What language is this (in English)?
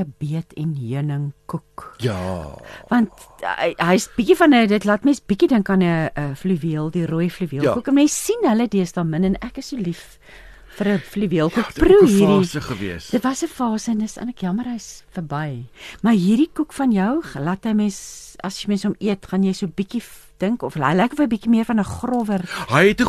Afrikaans